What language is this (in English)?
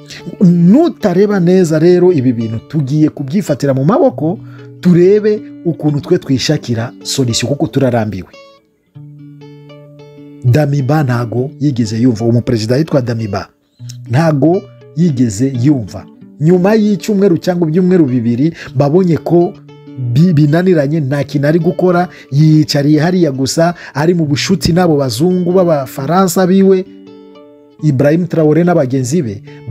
Kinyarwanda